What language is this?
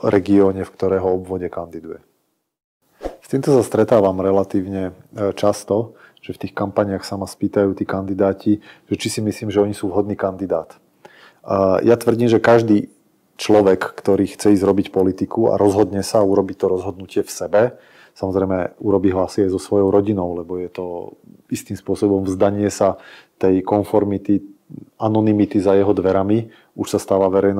Slovak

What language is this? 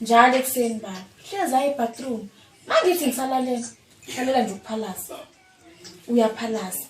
Zulu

